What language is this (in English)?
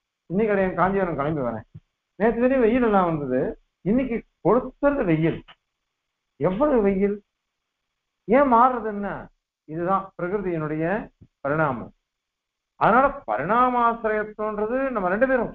Tamil